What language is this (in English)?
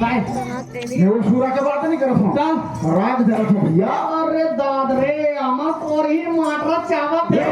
Chhattisgarhi